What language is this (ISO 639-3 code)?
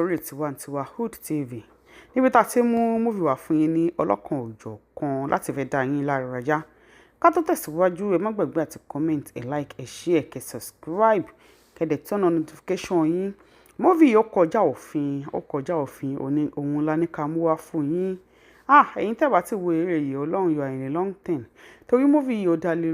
yor